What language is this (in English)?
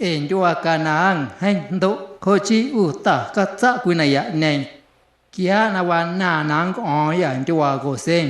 Guerrero Amuzgo